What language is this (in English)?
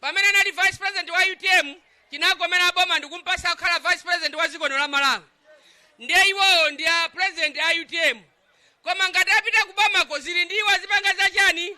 Nyanja